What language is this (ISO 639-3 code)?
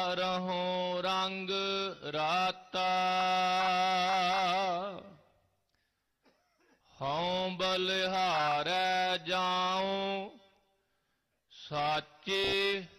pan